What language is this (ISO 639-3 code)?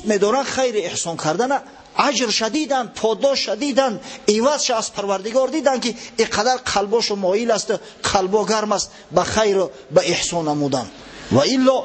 tgk